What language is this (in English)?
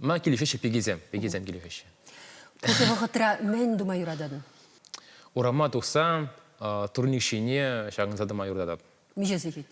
Chuvash